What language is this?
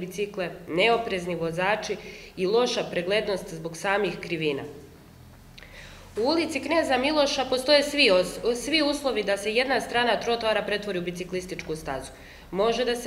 Serbian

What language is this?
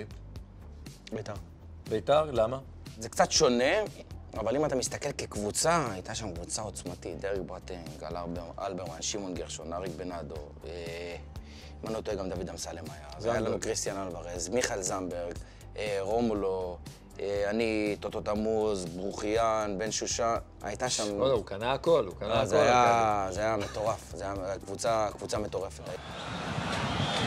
Hebrew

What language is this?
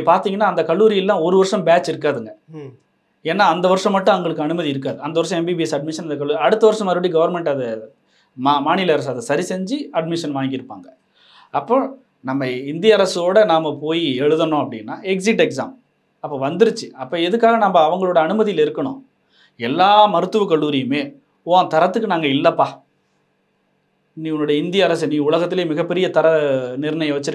Tamil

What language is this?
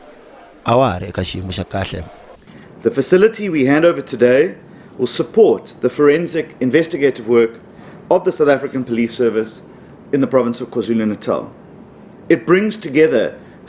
Tsonga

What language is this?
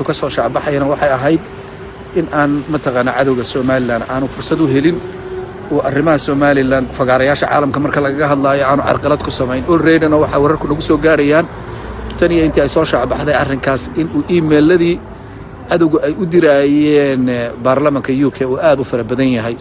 Somali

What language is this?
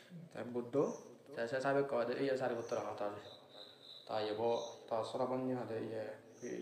Assamese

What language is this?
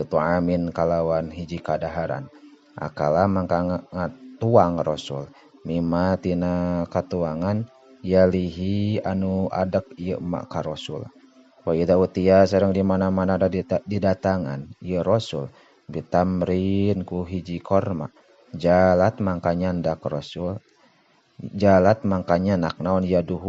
Sundanese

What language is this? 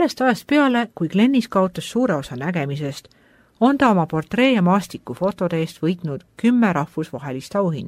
Estonian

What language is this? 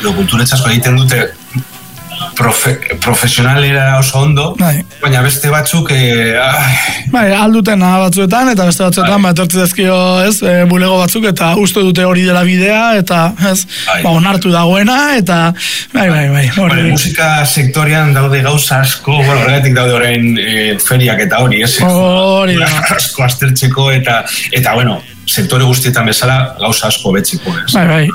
Basque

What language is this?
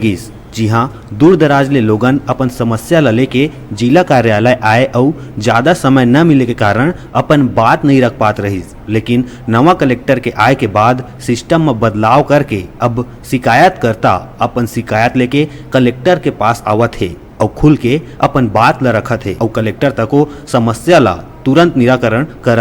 Chhattisgarhi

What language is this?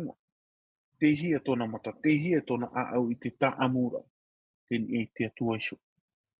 Tahitian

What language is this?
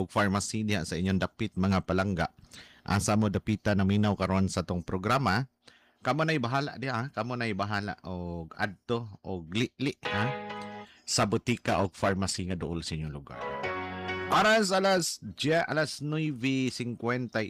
Cebuano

